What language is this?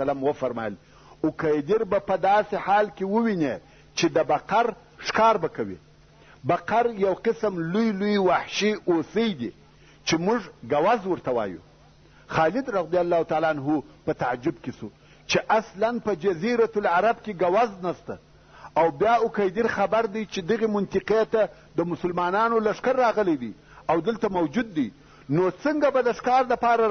Pashto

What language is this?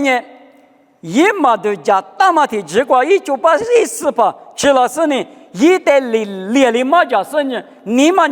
Lisu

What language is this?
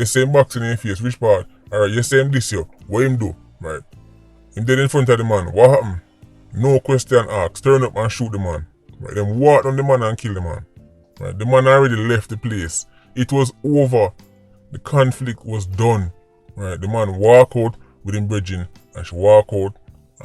Jamaican Creole English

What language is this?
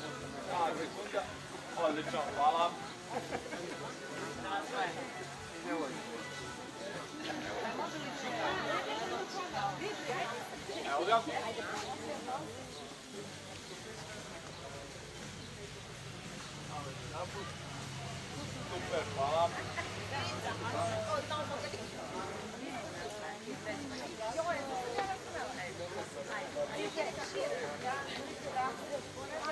Serbian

